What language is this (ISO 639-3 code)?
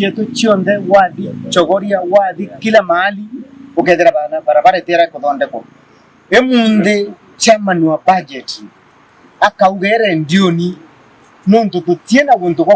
mer